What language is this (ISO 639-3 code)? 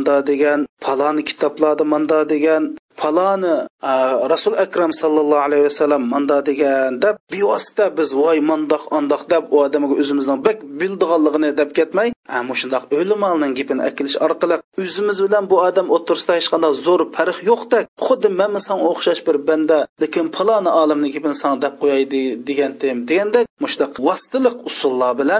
uig